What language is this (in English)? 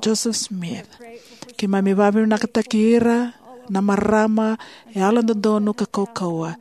Fijian